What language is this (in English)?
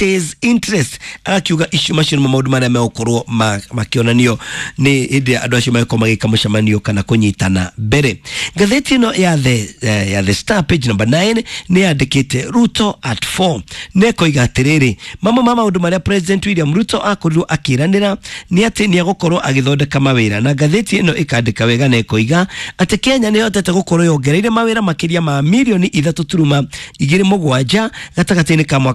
Kikuyu